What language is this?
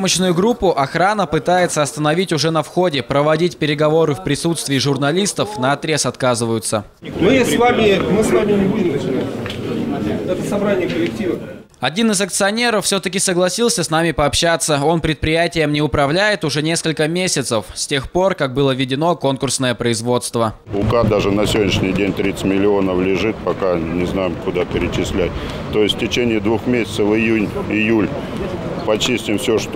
Russian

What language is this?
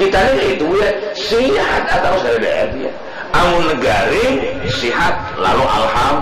Banjar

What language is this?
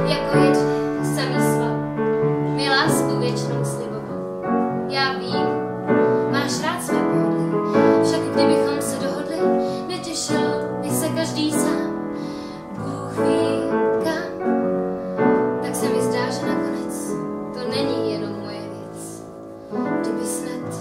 Czech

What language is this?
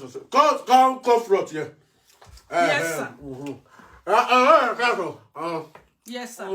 Nigerian Pidgin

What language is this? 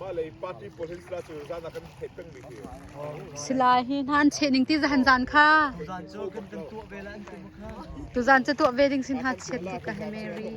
Hakha Chin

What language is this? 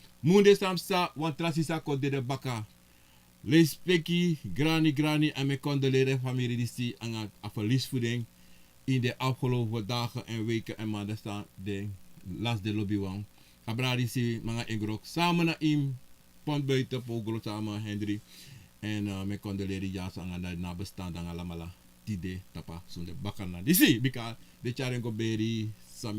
Sranan Tongo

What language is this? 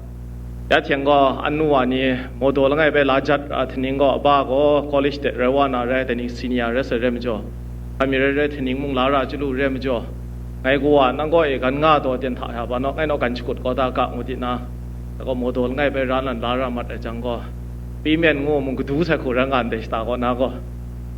Kachin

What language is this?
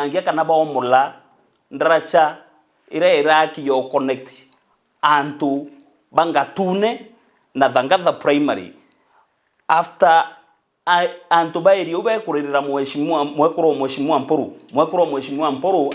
Meru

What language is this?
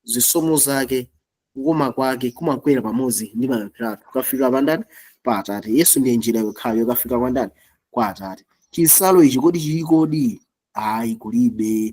Nyanja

